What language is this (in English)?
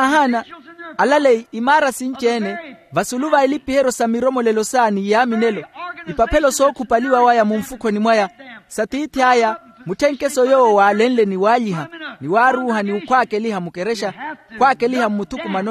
Makhuwa